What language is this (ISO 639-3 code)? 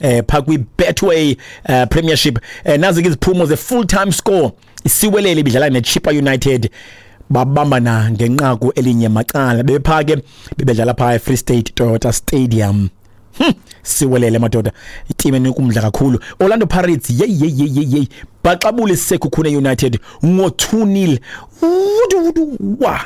xho